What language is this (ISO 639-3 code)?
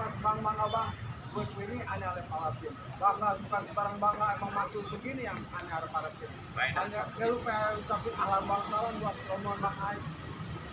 bew